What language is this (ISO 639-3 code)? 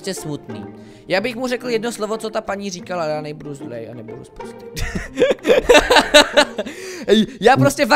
ces